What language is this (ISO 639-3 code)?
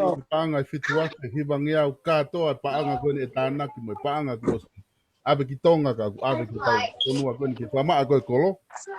ton